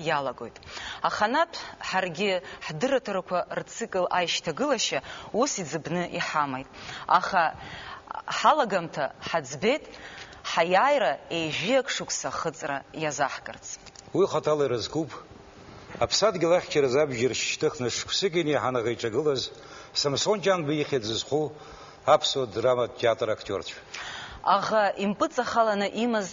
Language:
Abkhazian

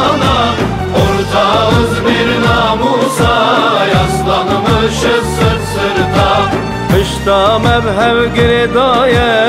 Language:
Turkish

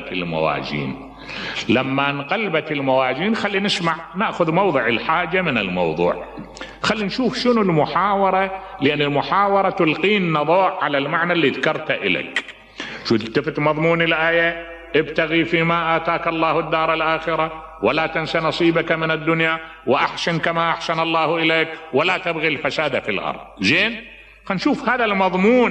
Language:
Mesopotamian Arabic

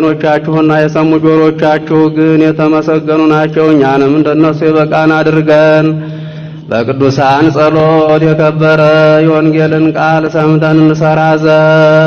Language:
Amharic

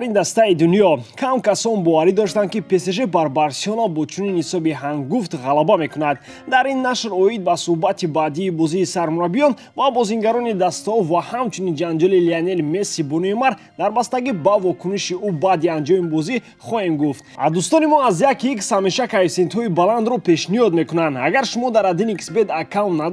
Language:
Tajik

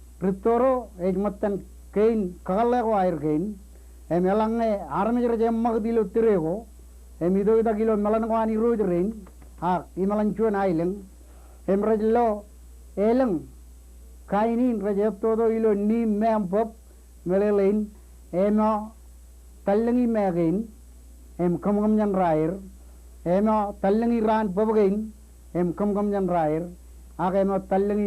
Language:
Marshallese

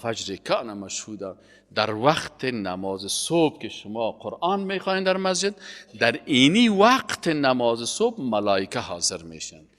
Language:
Persian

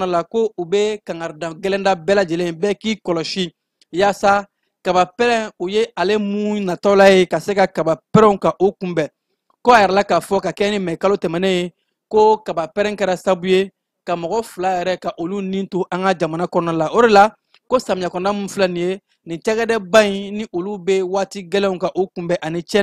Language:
Bambara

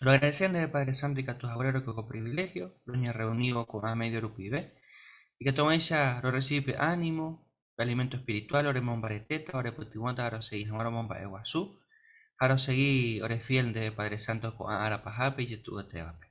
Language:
Guarani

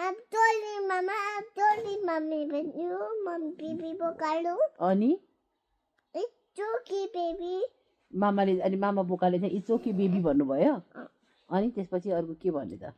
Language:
Nepali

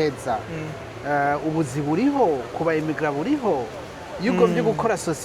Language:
Rundi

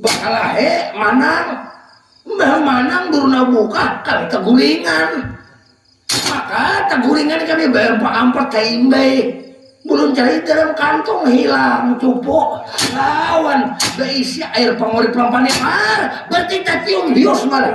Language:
Banjar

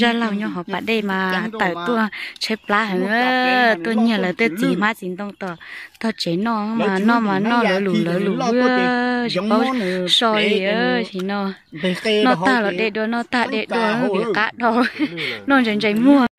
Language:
Hmong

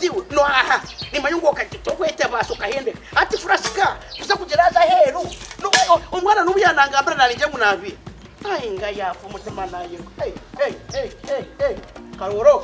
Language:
Nyankole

